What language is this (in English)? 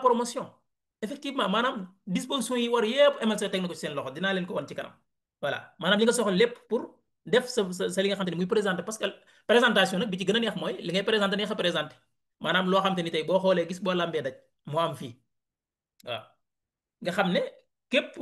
Wolof